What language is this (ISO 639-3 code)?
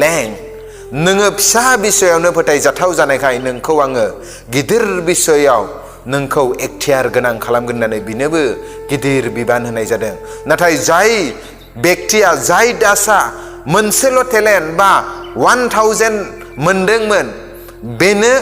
brx